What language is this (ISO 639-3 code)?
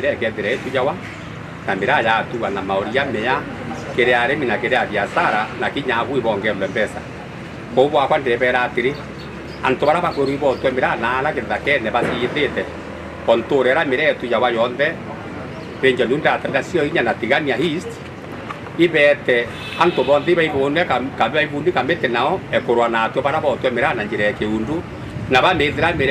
mer